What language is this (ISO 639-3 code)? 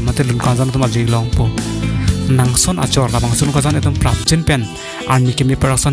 mjw